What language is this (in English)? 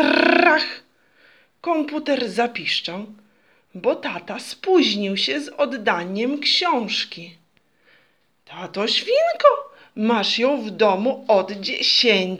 Polish